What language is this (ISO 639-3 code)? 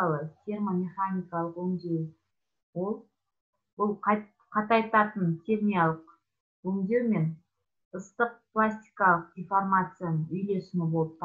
kaz